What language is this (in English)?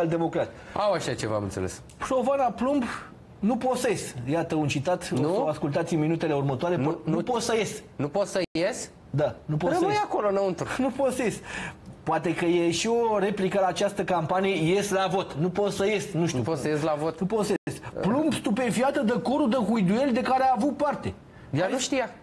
Romanian